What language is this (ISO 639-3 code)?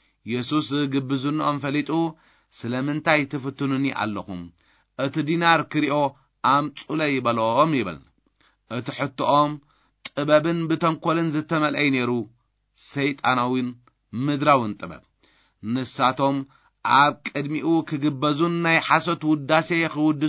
tir